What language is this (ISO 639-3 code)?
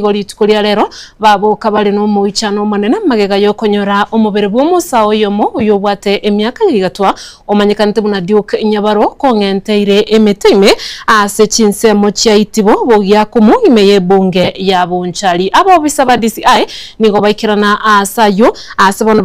guz